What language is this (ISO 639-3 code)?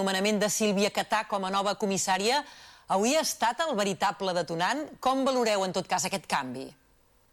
cat